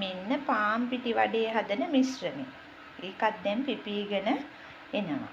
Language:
Sinhala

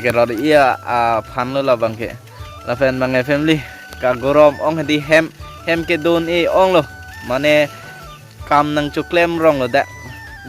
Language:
Karbi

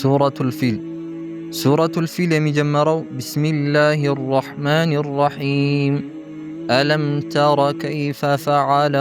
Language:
Amharic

